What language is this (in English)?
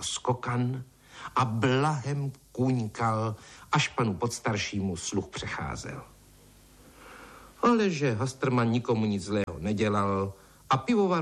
Czech